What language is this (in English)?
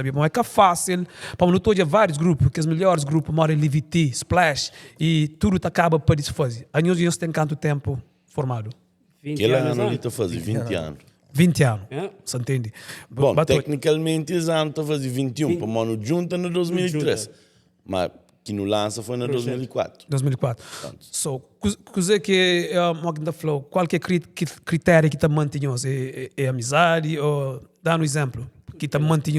Kabuverdianu